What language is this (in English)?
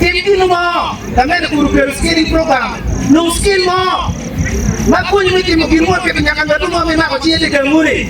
Acoli